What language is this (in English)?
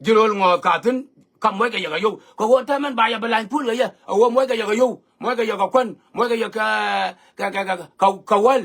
Nuer